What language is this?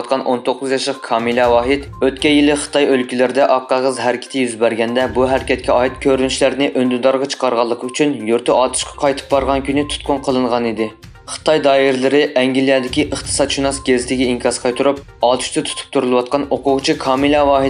Uyghur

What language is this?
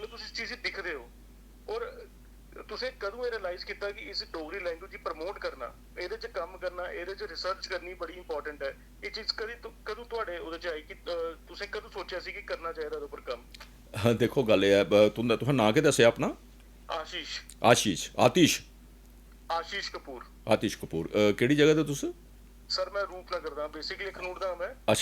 Dogri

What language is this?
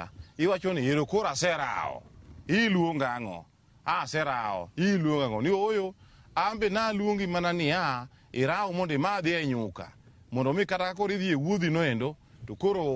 Luo (Kenya and Tanzania)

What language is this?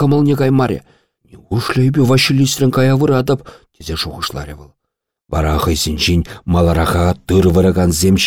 Chuvash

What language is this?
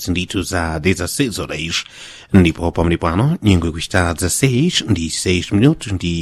Portuguese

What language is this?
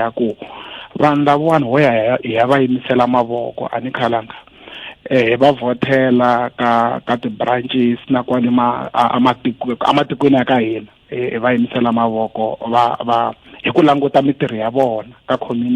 Tsonga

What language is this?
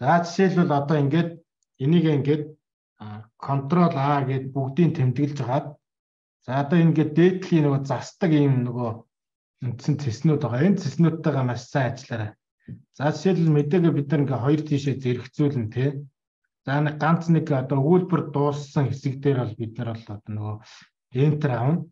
Mongolian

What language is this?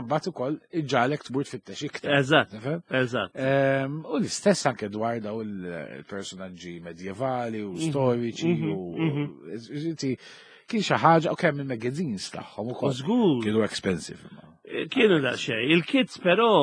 Maltese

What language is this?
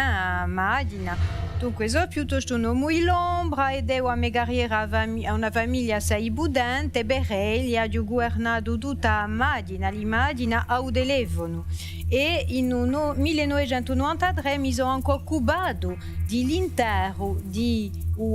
Corsican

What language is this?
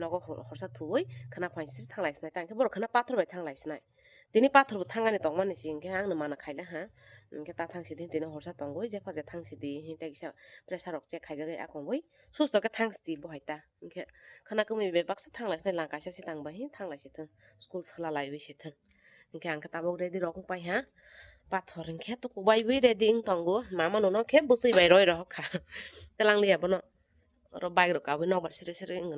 Kok Borok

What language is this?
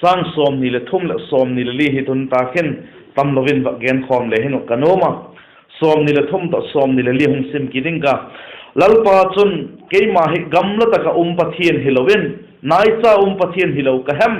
Vaiphei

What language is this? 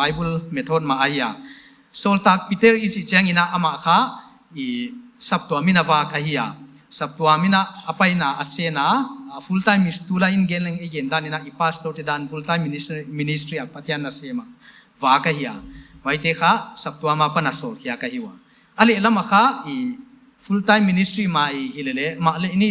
Paite Chin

